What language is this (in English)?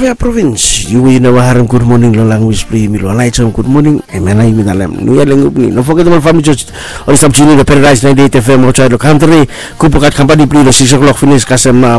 Bislama